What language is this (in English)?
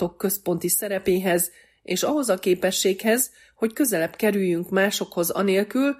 Hungarian